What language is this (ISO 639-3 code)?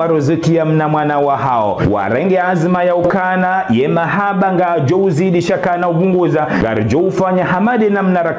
zdj